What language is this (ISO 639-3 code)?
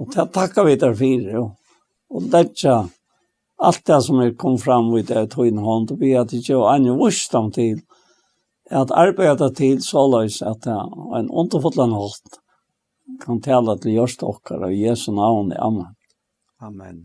fao